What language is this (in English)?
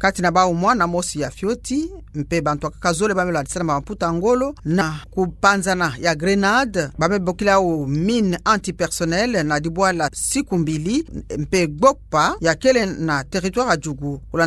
Kituba (Democratic Republic of Congo)